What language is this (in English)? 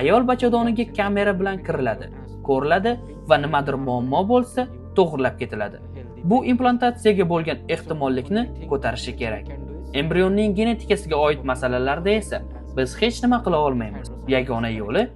Uzbek